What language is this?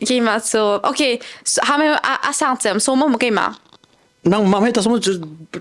Hakha Chin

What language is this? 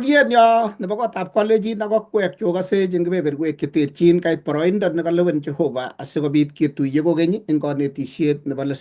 Kalenjin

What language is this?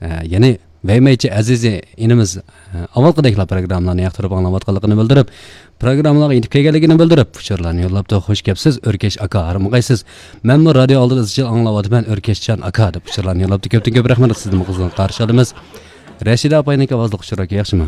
Uyghur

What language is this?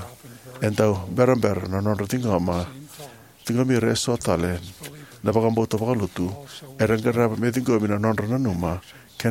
Fijian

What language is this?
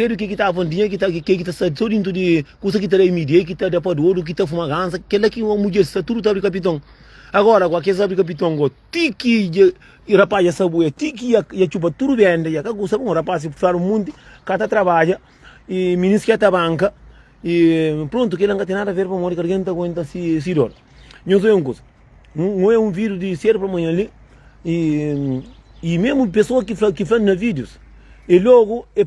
Kabuverdianu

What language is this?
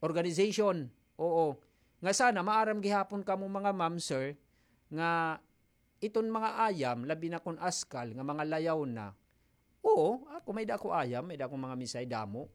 Waray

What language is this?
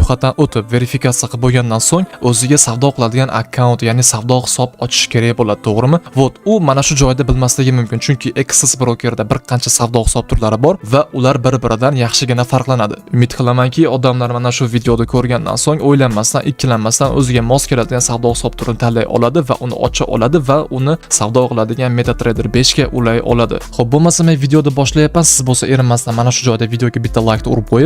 Uzbek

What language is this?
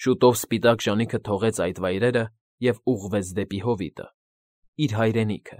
Armenian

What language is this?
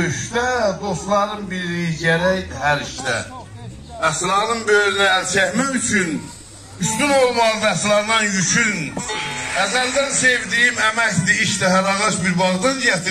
South Azerbaijani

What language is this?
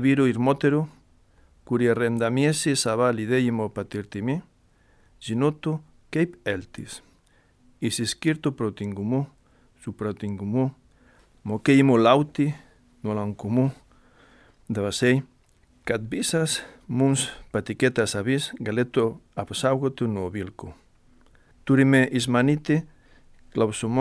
Lithuanian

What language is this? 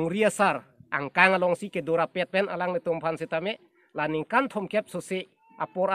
Karbi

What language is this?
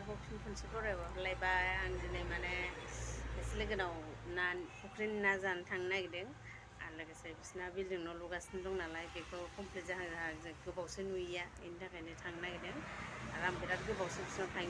Bodo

